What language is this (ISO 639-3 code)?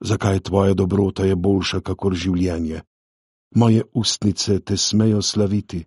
slv